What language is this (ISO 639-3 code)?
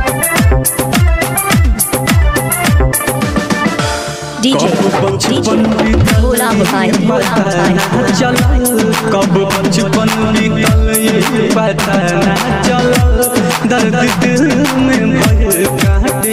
bho